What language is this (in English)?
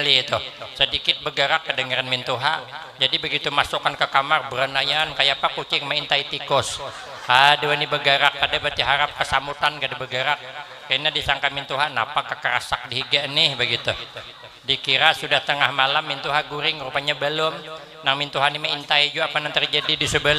Banjar